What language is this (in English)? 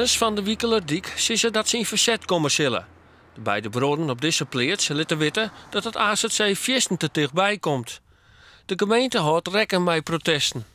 Western Frisian